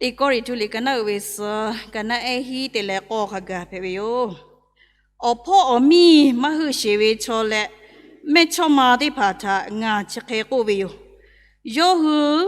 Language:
Lahu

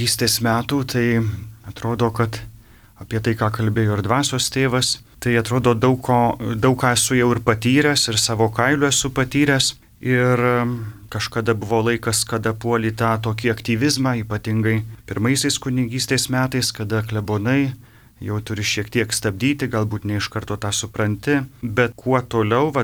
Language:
Lithuanian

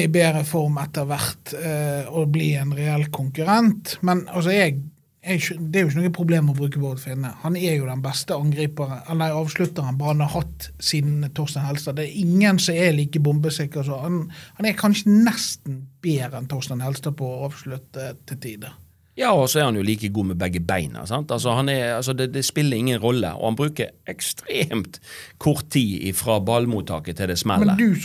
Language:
Norwegian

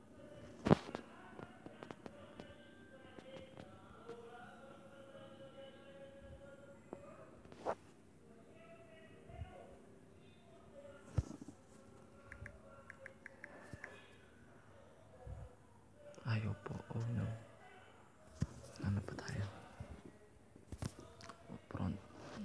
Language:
Filipino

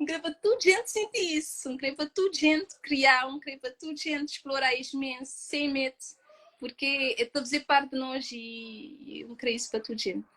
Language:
Kabuverdianu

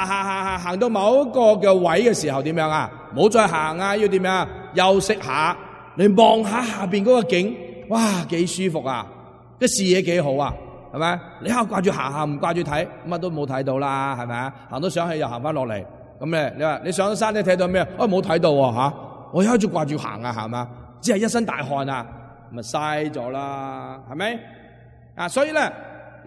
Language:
Cantonese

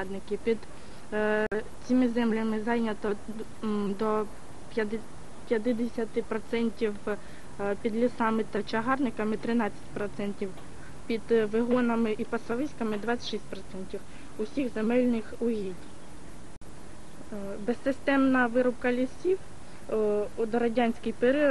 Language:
Ukrainian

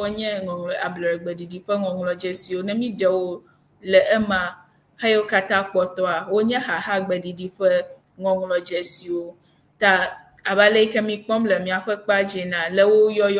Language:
Ewe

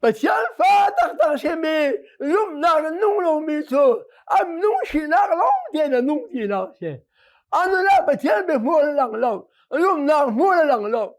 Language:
Hakha Chin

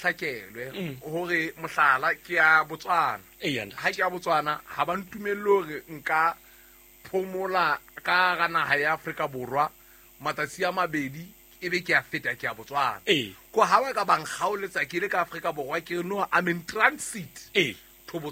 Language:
Southern Sotho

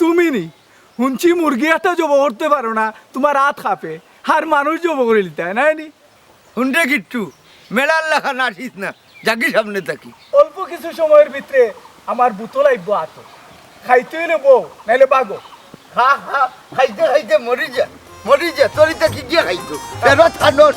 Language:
Sylheti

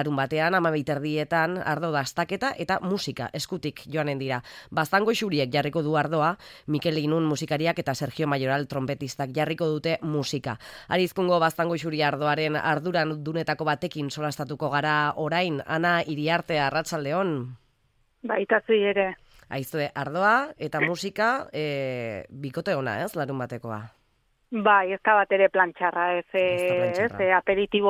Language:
Basque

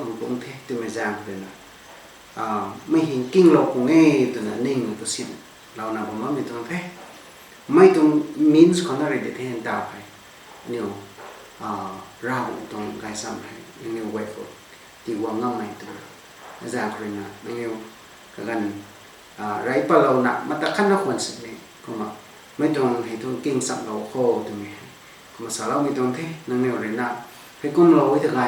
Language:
Rongmei Naga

